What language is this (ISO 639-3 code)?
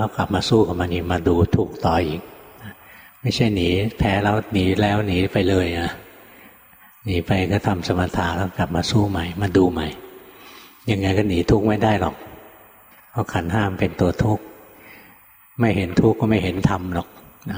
tha